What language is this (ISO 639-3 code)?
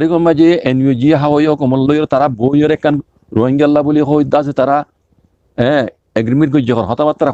rhg